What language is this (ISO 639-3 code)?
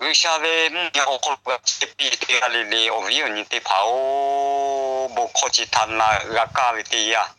lhu